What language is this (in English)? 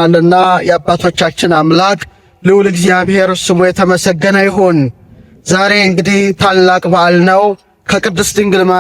Amharic